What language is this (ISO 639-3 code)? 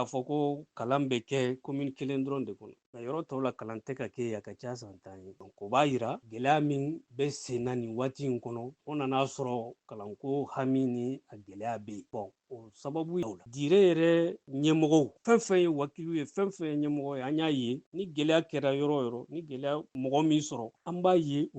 bam